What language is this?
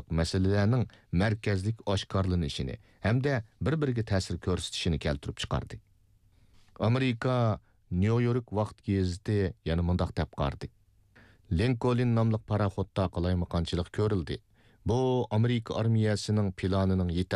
Uyghur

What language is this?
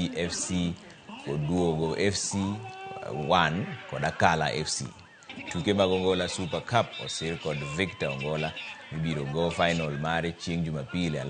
Luo (Kenya and Tanzania)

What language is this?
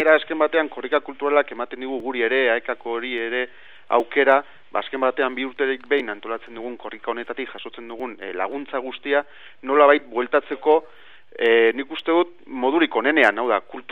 Basque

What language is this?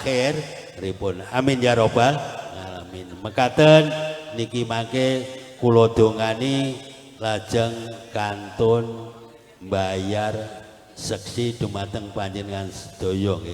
Javanese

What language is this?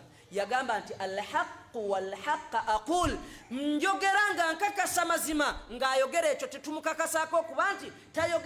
Ganda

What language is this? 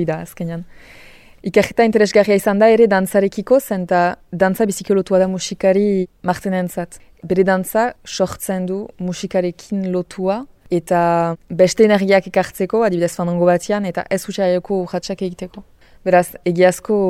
Basque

